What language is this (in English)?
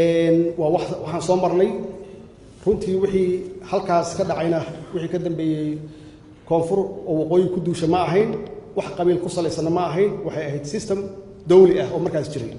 Somali